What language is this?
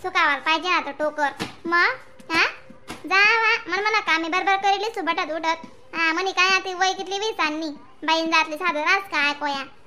Khandesi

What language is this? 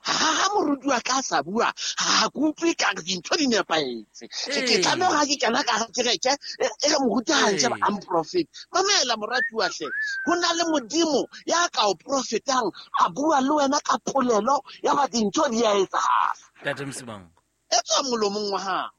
Southern Sotho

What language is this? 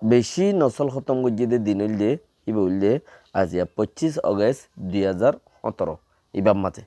Rohingya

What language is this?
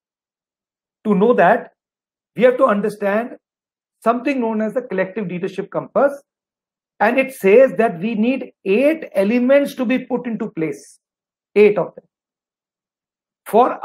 English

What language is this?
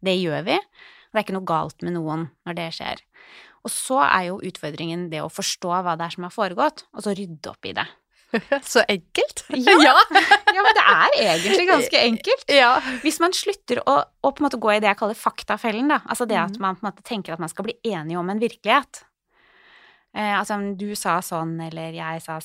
Norwegian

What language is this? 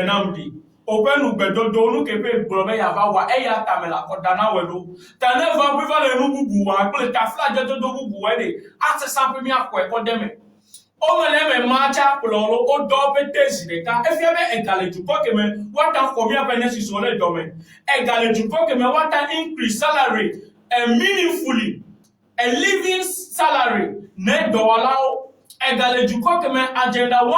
Ewe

